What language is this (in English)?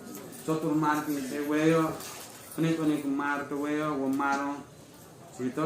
Newari